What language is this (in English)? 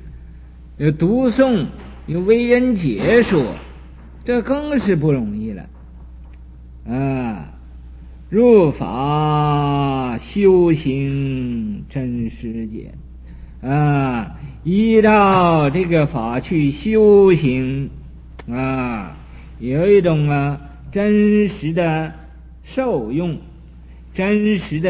Chinese